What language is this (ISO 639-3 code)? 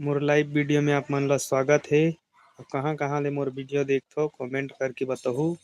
hne